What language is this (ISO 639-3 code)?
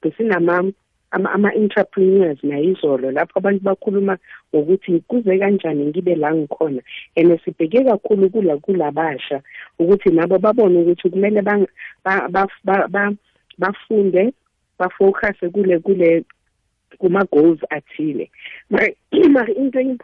nbl